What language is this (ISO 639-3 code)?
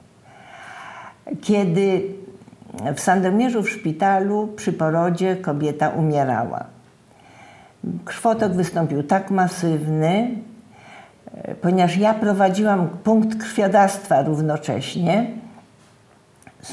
pol